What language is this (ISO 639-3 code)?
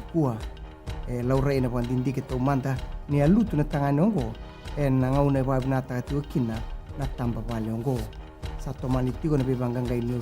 fij